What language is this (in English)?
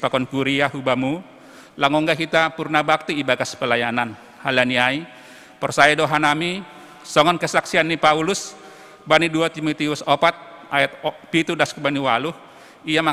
Batak Simalungun